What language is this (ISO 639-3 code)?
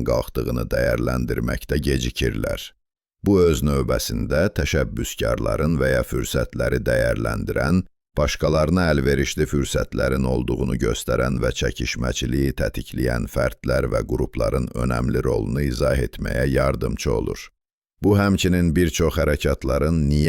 azb